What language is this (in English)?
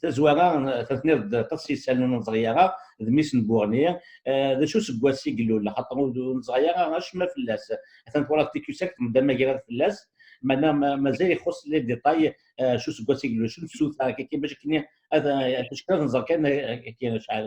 Kabyle